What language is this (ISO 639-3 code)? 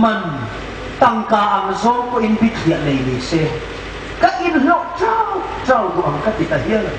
hmr